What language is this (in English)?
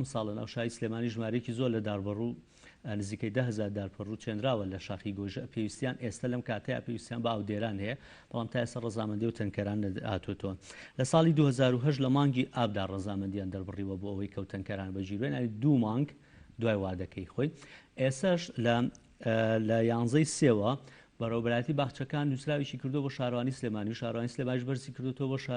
Central Kurdish